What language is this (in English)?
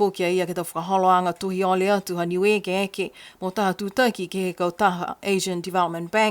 Niuean